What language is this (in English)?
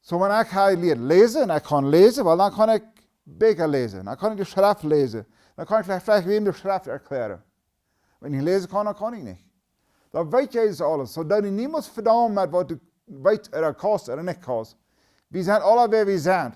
Plautdietsch